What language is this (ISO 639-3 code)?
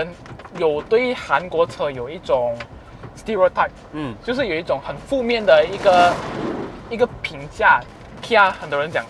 zho